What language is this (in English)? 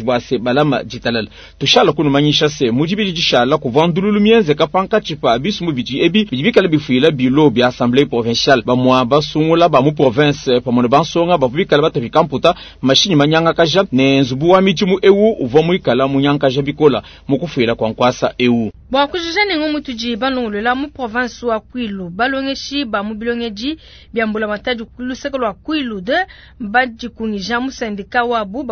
Luba-Lulua